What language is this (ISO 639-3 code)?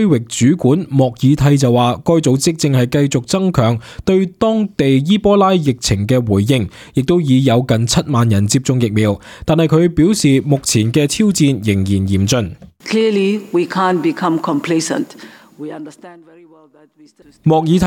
yue